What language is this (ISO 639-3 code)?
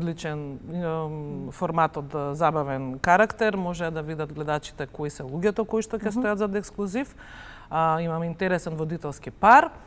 mkd